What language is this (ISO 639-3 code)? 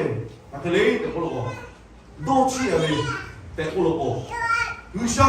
lhu